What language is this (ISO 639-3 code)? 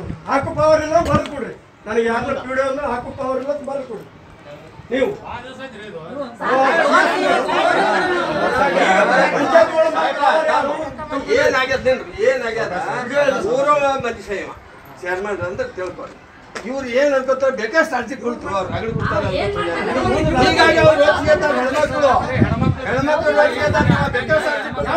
kan